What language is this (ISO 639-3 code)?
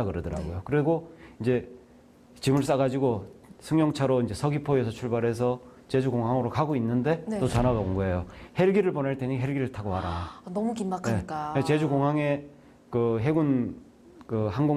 kor